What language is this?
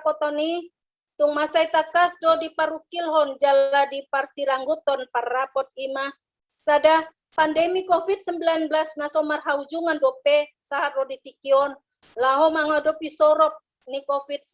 Batak Toba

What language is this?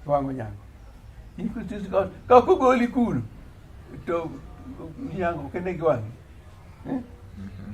Luo (Kenya and Tanzania)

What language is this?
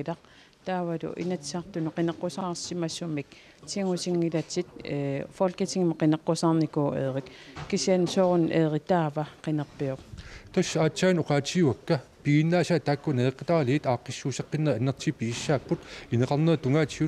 Kalaallisut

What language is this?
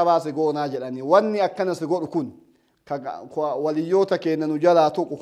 Oromo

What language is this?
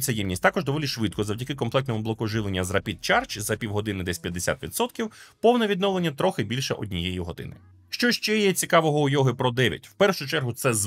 Ukrainian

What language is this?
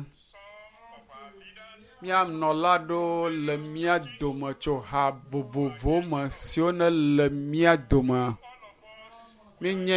Ewe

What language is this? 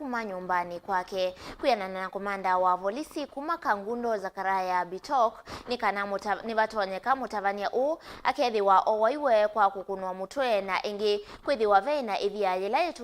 Kamba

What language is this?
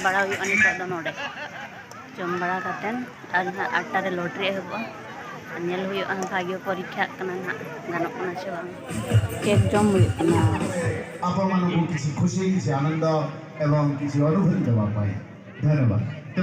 Santali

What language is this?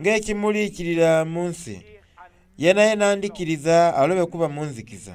Soga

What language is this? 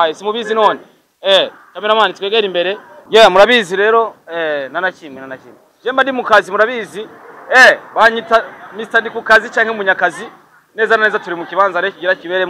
Rundi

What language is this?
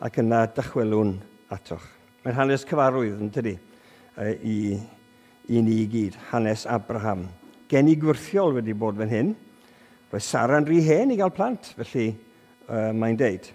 Welsh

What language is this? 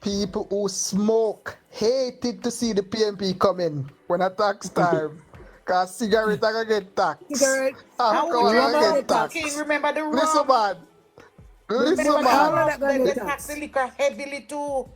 Jamaican Creole English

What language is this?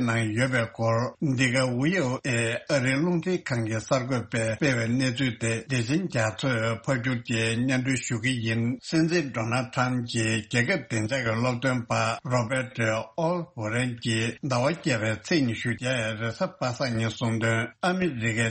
Tibetan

